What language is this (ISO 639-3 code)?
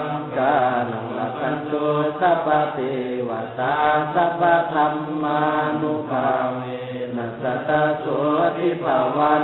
pli